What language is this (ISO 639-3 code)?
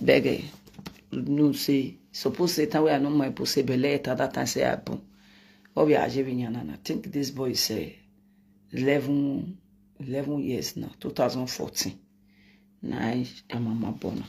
pcm